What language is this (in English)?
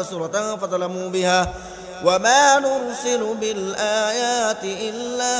Arabic